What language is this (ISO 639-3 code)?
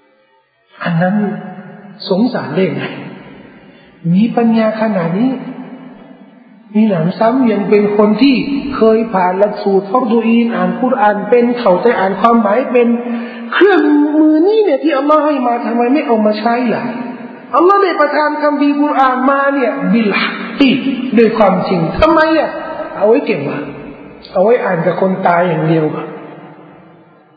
tha